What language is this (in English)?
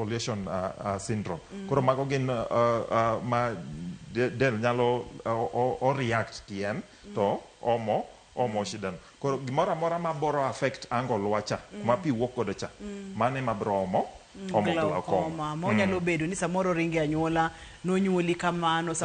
Luo (Kenya and Tanzania)